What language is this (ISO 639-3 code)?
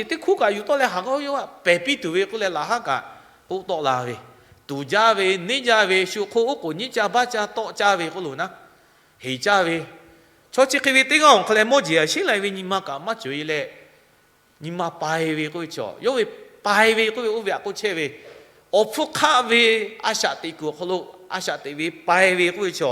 lhu